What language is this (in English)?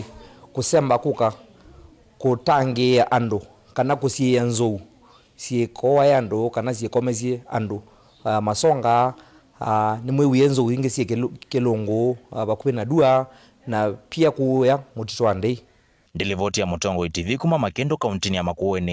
Kamba